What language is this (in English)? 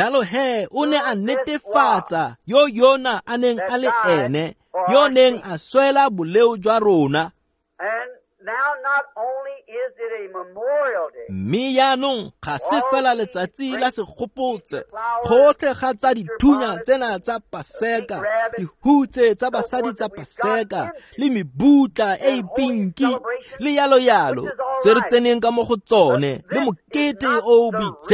Tswana